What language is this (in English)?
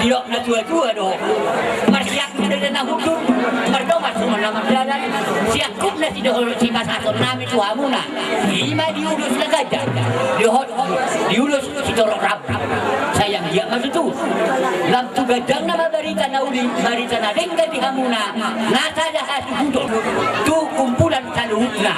Batak Toba